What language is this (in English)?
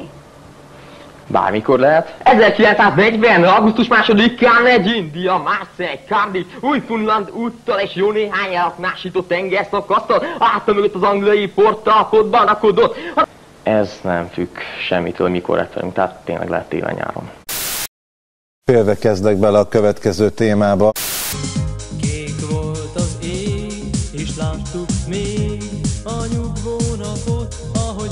Hungarian